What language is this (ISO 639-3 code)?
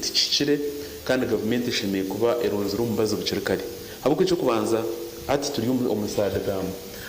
nyn